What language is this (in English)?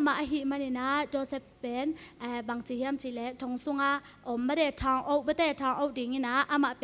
Tedim Chin